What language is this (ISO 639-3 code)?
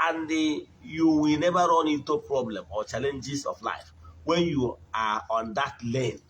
ibo